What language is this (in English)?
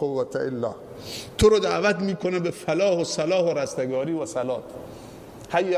Persian